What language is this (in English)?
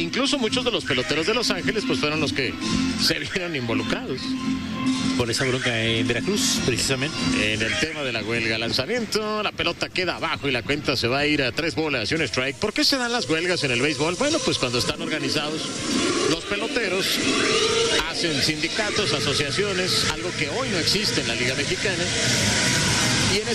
Spanish